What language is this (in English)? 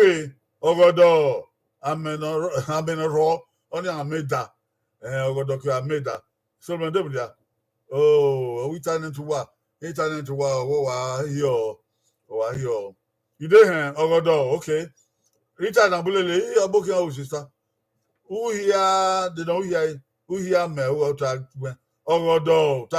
Bini